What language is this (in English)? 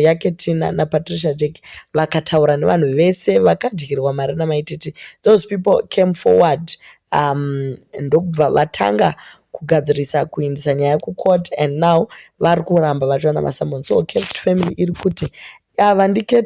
Shona